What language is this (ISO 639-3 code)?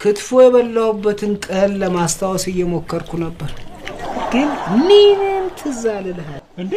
amh